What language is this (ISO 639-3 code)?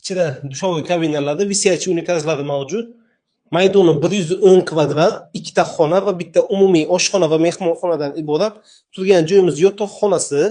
uzb